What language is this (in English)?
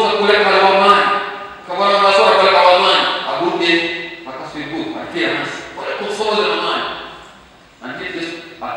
Nyankole